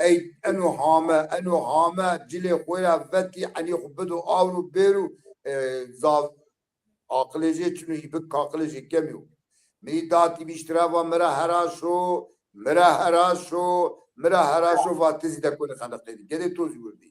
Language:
Zaza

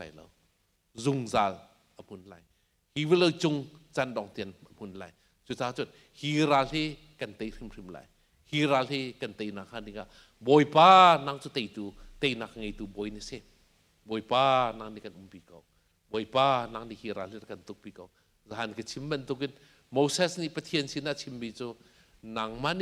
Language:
Hakha Chin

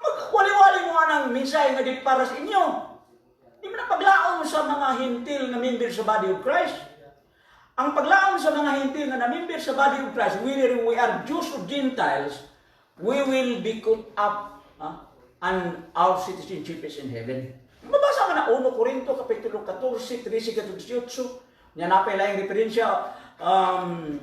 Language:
Cebuano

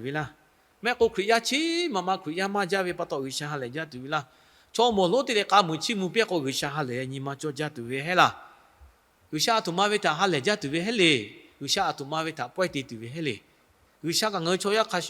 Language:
Lahu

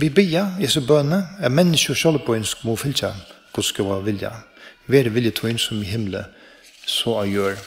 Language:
Faroese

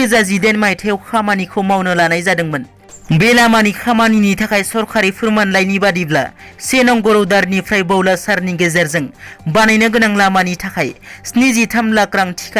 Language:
Bodo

